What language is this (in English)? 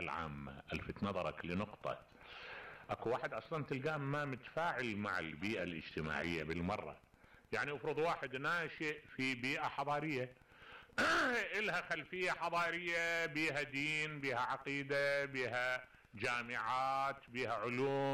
Mesopotamian Arabic